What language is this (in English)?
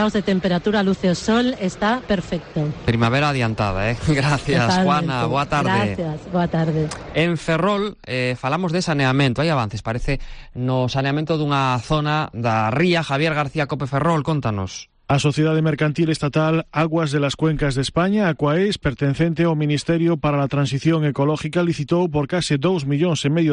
Galician